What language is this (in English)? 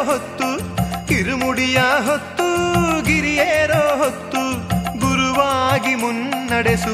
Kannada